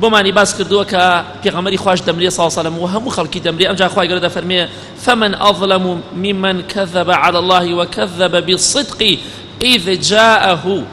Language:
Central Kurdish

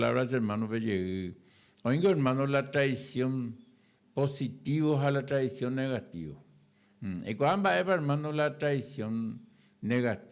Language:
Guarani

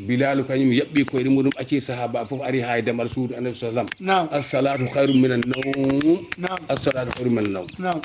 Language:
Fula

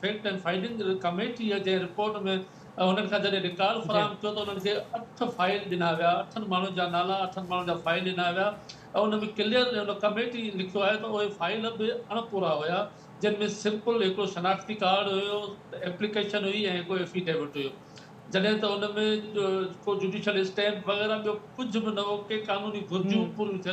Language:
Sindhi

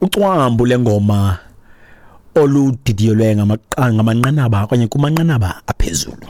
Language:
Xhosa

